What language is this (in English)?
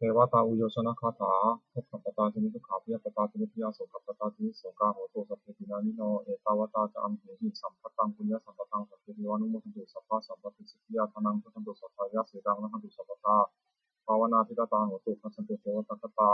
Pali